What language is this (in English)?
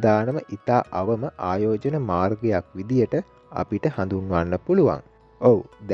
Sinhala